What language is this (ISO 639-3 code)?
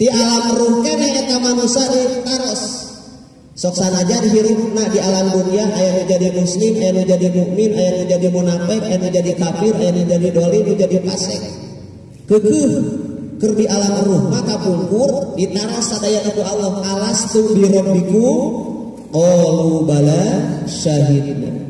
sun